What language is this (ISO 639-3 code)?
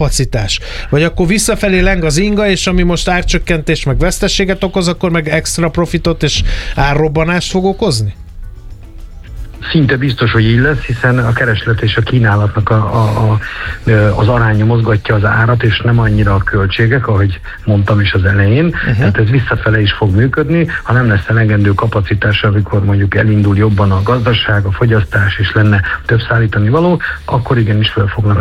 hun